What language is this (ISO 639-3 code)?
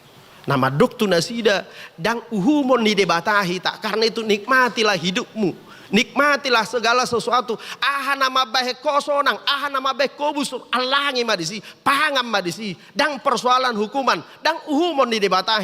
bbc